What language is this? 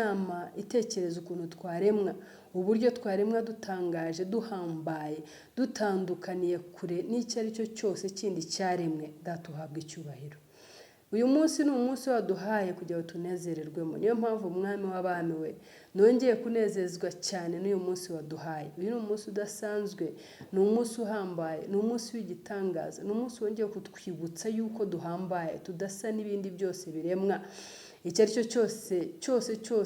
Kinyarwanda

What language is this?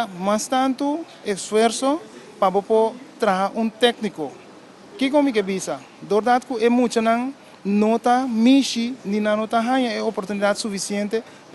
Papiamento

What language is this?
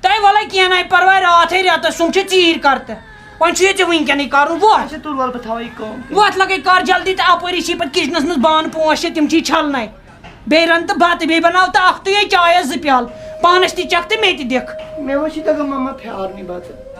Kashmiri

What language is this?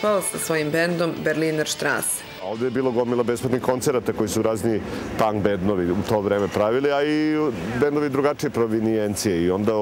Serbian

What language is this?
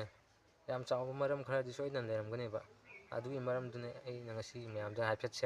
Manipuri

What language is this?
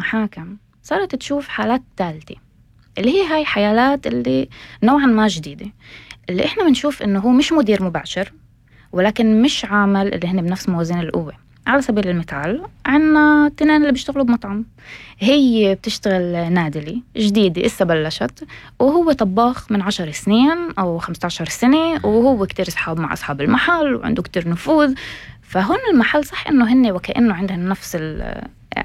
North Levantine Arabic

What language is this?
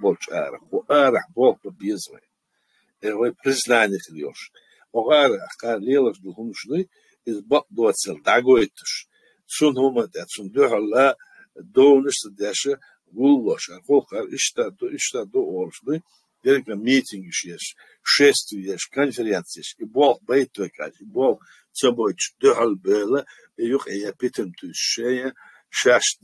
Chechen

